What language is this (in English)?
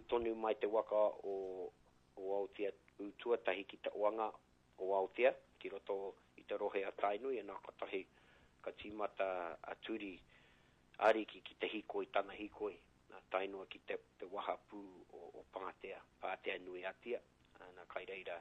Māori